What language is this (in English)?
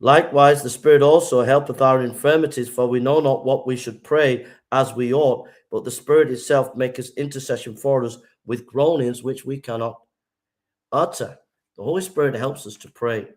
English